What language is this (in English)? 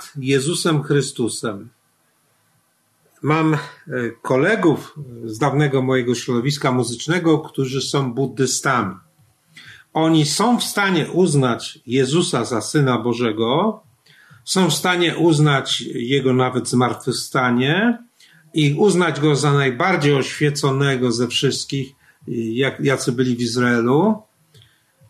Polish